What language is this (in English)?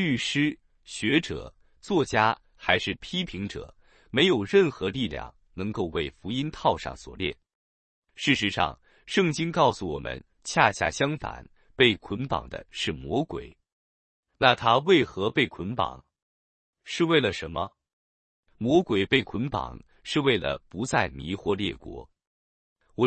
Chinese